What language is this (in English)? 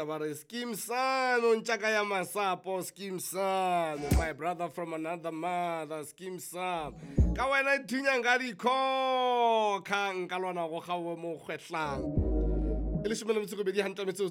Southern Sotho